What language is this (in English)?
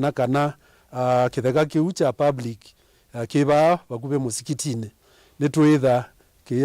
Kamba